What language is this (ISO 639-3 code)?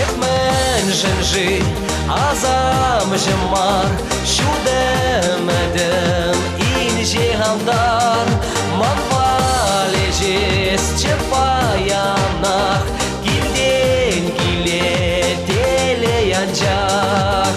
chv